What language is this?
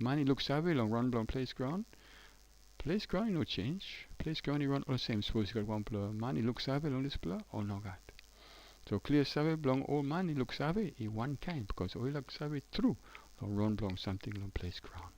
Tok Pisin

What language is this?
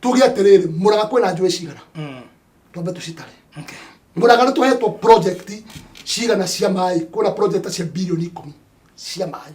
Kikuyu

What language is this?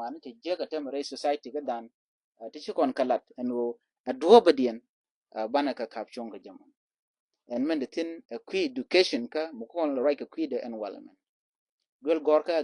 Nuer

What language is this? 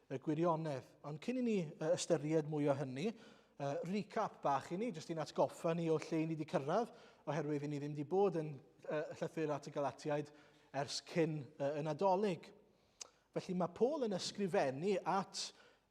Welsh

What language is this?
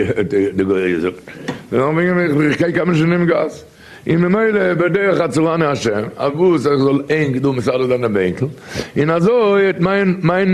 Yiddish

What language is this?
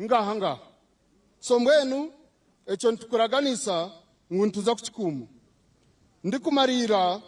Nyankole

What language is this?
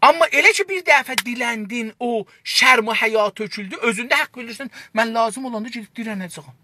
South Azerbaijani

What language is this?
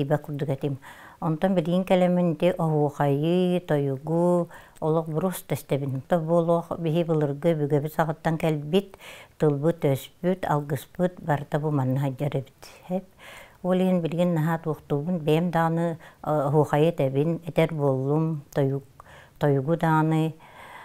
Yakut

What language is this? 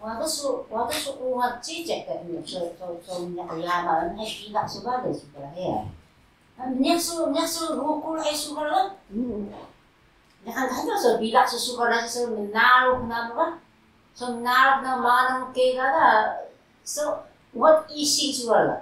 Taroko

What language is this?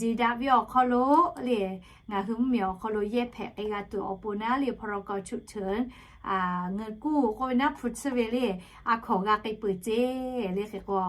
Lahu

